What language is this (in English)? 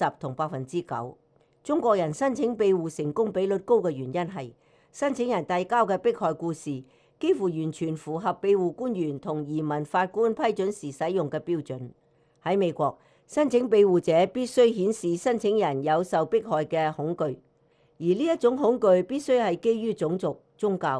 Cantonese